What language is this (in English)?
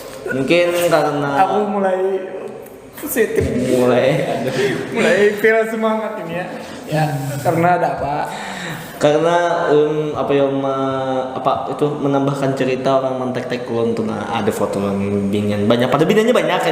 Banjar